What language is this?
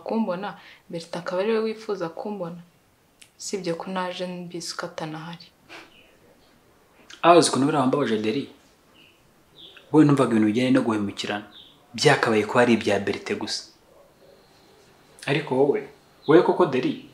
Kinyarwanda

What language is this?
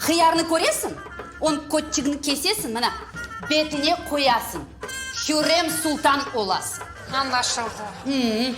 Crimean Tatar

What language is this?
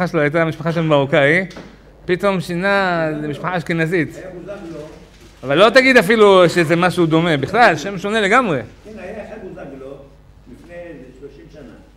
Hebrew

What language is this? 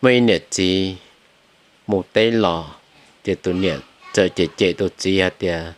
Hmong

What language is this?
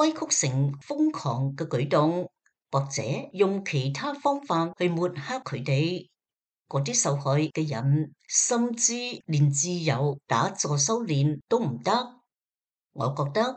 Cantonese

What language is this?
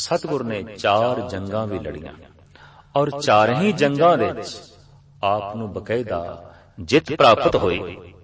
Punjabi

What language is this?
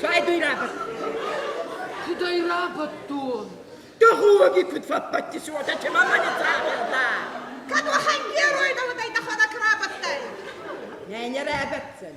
Ossetic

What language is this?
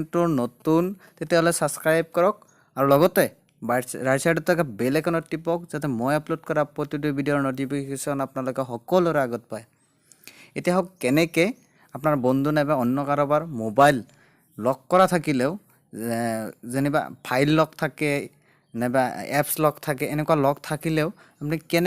Assamese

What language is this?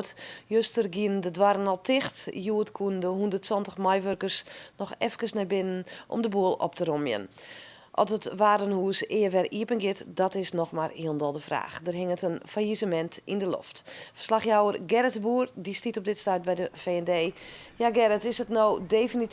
Western Frisian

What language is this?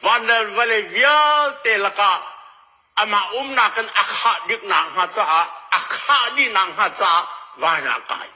Hakha Chin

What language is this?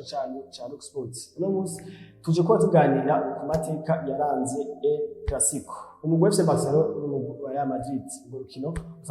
Rundi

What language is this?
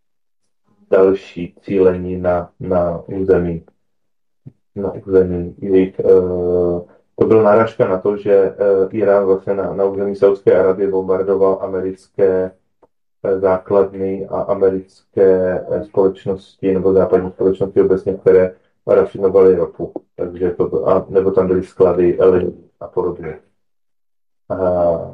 Czech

